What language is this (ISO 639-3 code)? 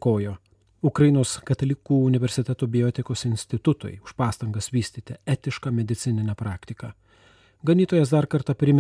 lit